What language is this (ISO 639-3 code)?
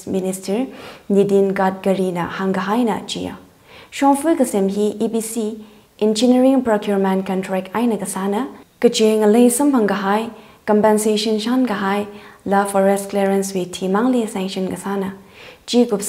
nmf